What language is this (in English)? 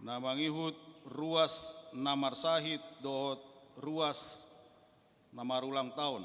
Batak Toba